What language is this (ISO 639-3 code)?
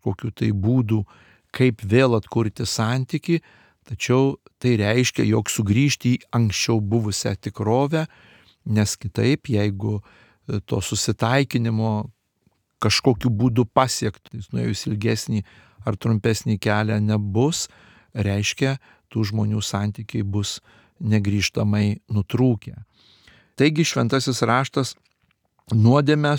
lit